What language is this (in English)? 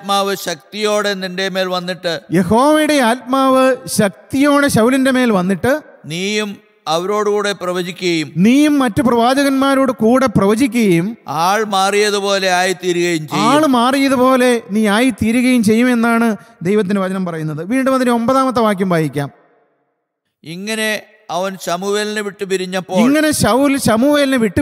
Malayalam